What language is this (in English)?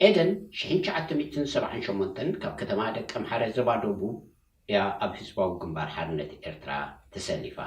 Tigrinya